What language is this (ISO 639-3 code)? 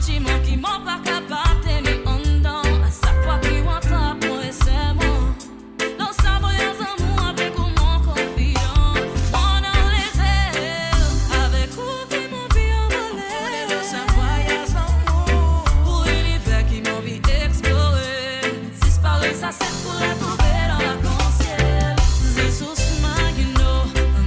mfe